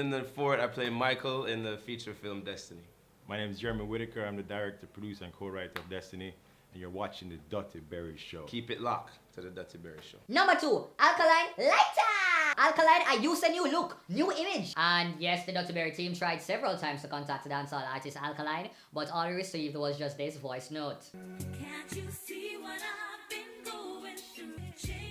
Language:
Jamaican Creole English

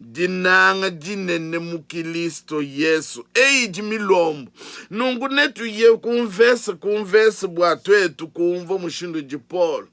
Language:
Luba-Lulua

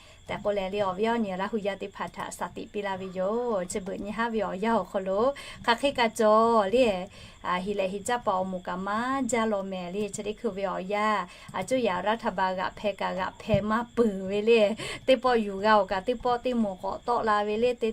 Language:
Lahu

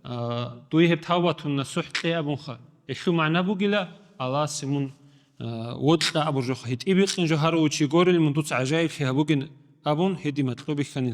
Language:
Avaric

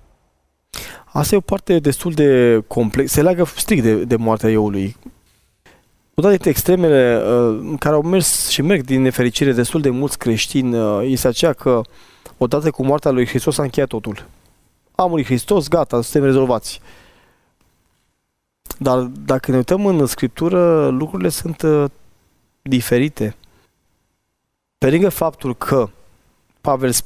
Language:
Romanian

